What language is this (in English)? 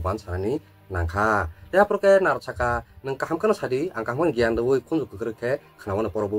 Kok Borok